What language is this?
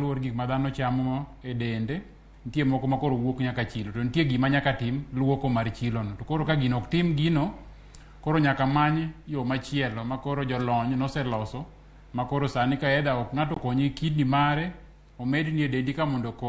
Luo (Kenya and Tanzania)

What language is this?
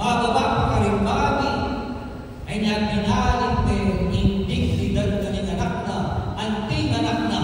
Pampanga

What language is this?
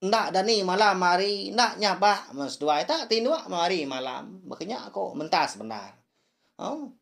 Iban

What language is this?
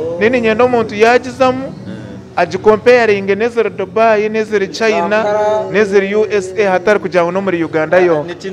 Nyankole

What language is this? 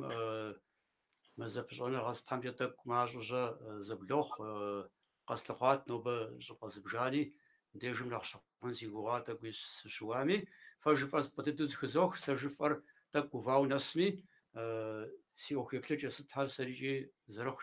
Kabardian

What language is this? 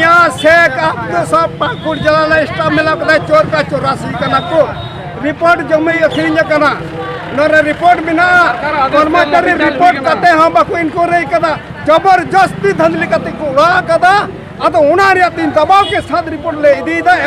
Santali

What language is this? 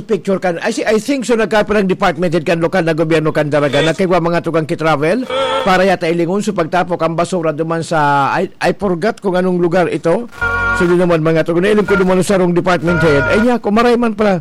Bikol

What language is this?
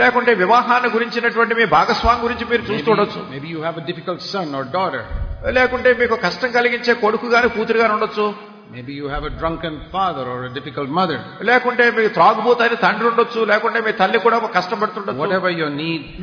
Telugu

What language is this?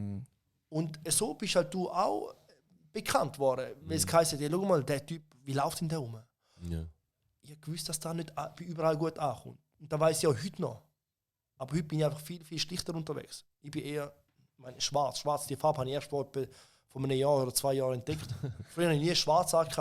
Swiss German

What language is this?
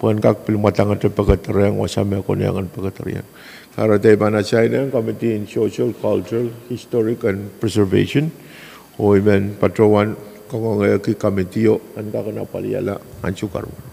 Pohnpeian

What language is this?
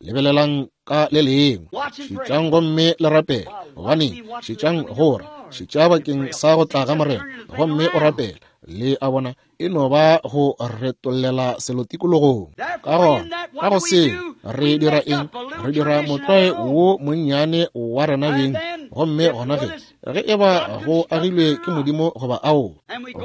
Northern Sotho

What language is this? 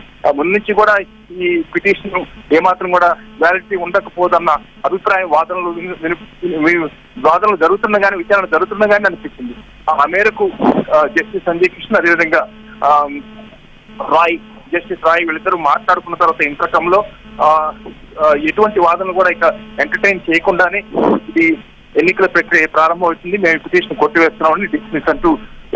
Telugu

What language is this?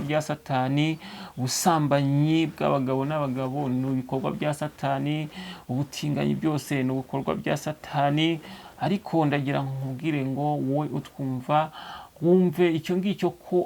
Kinyarwanda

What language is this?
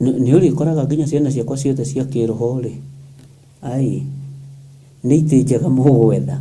Kikuyu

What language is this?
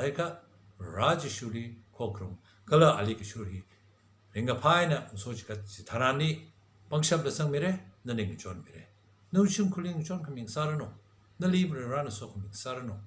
Tangkhul Naga (India)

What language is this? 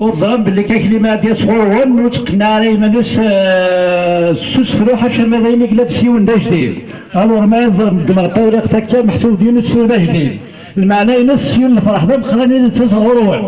Kabyle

